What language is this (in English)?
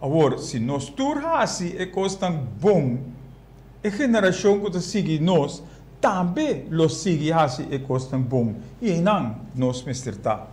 Papiamento